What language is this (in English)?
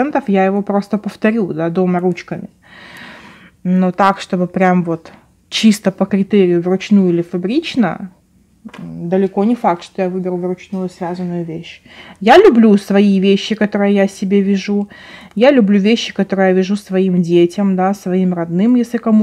Russian